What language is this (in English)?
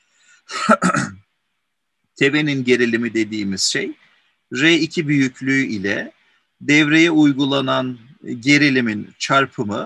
Turkish